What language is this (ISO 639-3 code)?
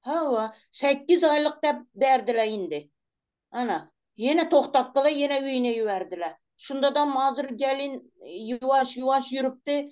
tuk